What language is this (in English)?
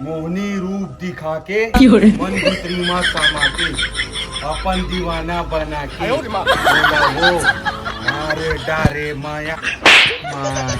Chhattisgarhi